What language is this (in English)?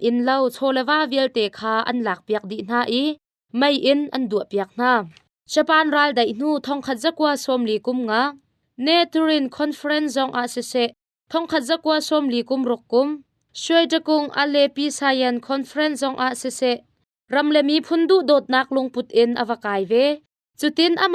Hakha Chin